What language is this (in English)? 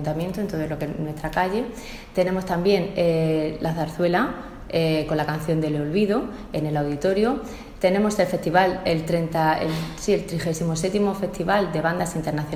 Spanish